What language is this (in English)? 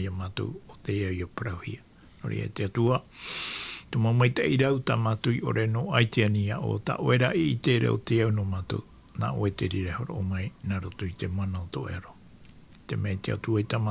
Tahitian